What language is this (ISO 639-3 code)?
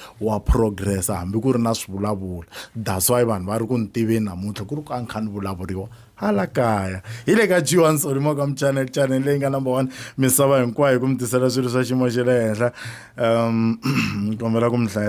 tso